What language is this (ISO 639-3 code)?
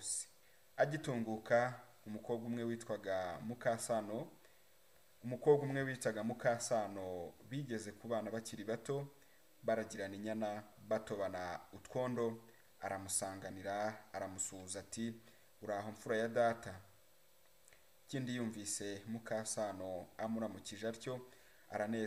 kin